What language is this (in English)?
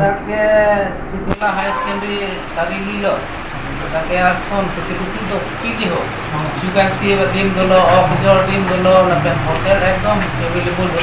Karbi